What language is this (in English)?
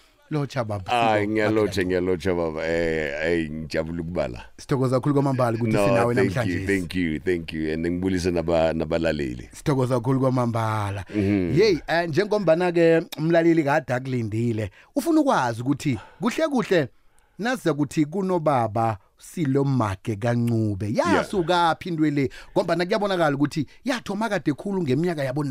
South Ndebele